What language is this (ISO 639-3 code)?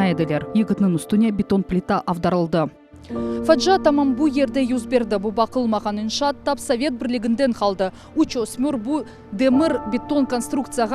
crh